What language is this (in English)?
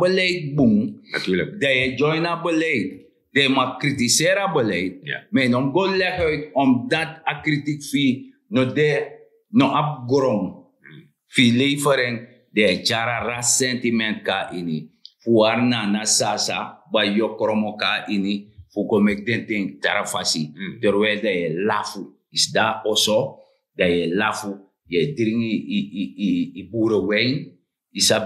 Sranan Tongo